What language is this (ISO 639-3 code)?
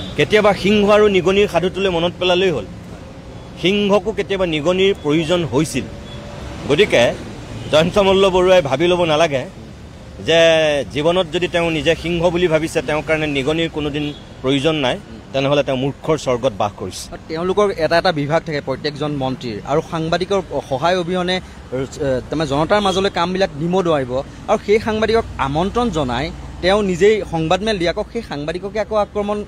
asm